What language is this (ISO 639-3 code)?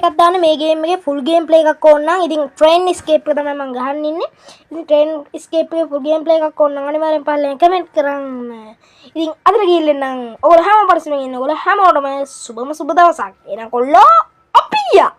sin